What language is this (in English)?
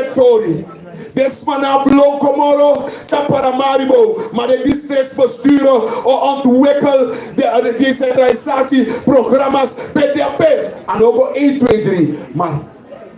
Sranan Tongo